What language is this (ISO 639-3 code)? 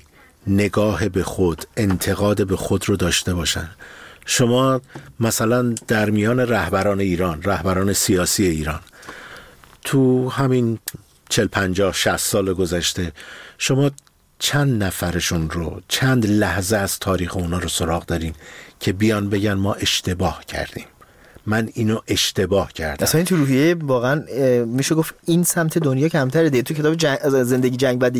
fas